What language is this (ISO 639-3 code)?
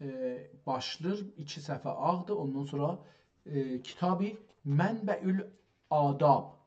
azb